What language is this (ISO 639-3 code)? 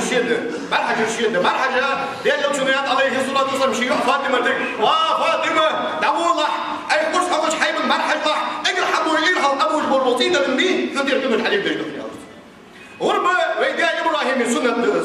inh